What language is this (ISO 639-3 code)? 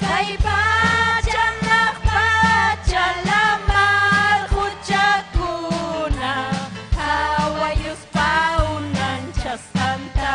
quy